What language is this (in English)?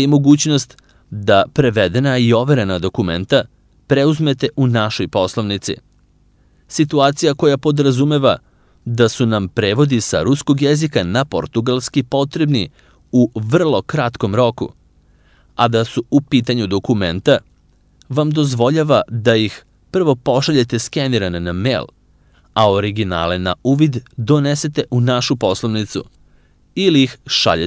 Serbian